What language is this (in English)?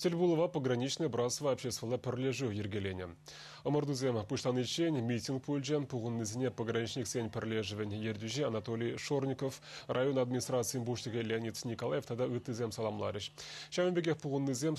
Chuvash